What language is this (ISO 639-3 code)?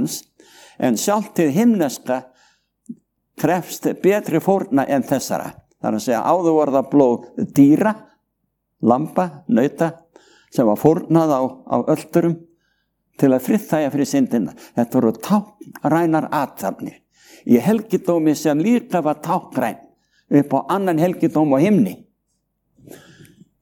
isl